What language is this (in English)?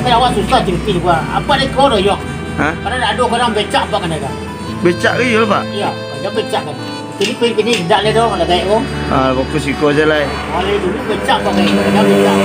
Minangkabau